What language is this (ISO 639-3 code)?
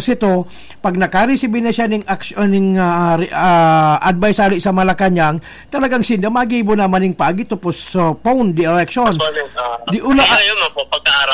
bik